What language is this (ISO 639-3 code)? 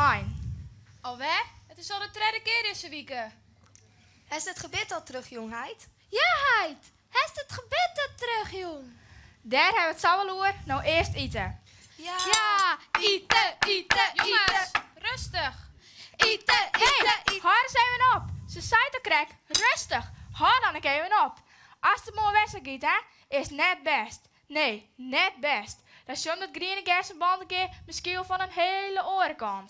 fry